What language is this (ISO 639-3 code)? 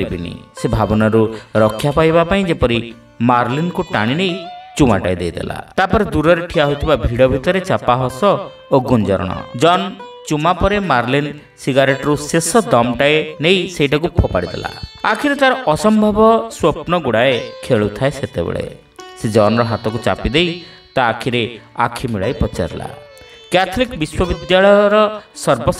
ori